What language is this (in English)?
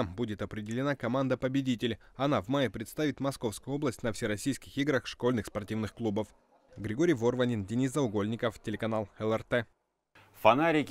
Russian